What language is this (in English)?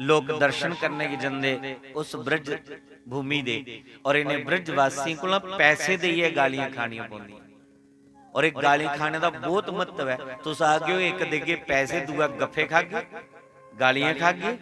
Dogri